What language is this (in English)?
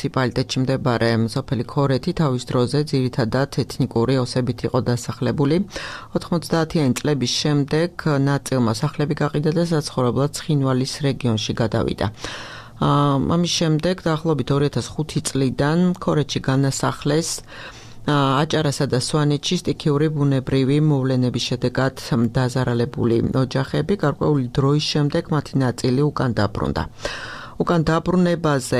Georgian